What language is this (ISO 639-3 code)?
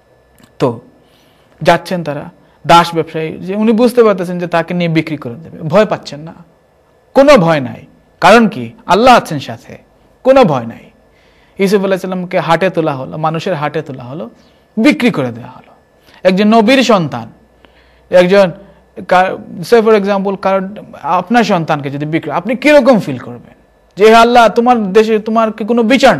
ben